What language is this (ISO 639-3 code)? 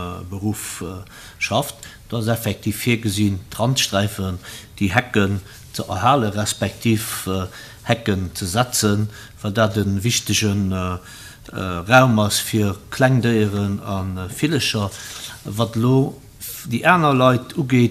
ltz